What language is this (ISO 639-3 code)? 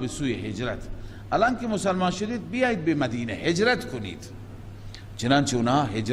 fas